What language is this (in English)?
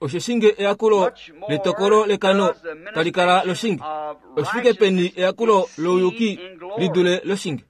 Kuanyama